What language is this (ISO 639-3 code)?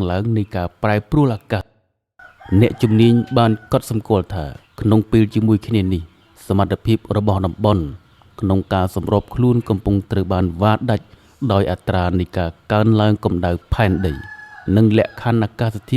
khm